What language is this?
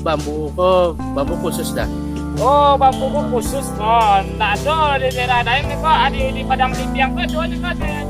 Minangkabau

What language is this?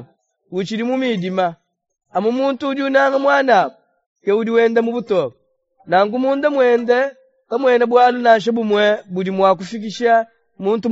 Luba-Lulua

